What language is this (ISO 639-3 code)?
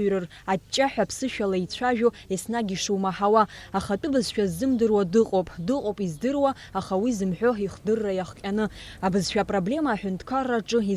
abk